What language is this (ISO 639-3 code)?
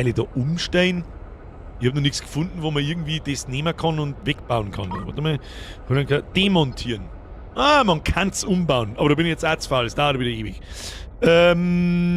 bar